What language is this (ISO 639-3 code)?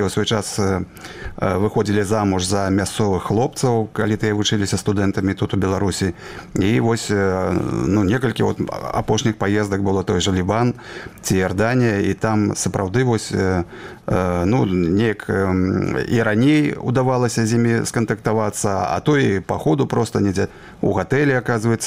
bel